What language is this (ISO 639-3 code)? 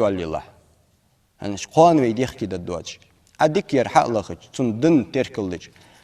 inh